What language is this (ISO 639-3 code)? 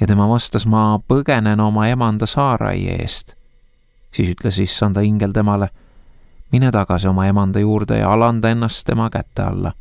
est